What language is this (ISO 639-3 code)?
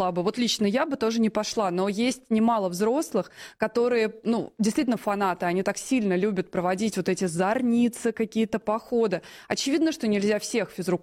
rus